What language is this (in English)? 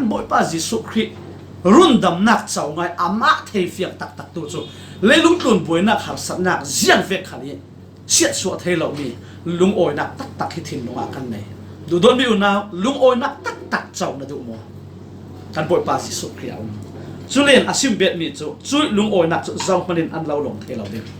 Falam Chin